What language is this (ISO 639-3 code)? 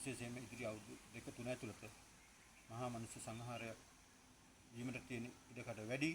sin